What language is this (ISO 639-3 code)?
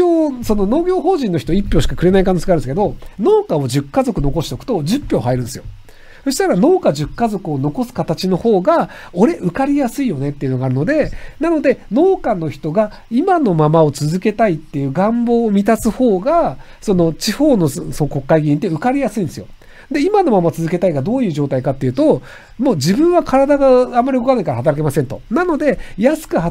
jpn